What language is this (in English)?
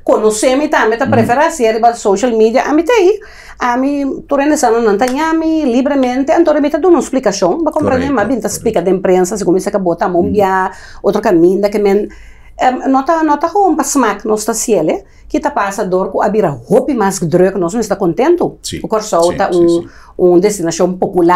Papiamento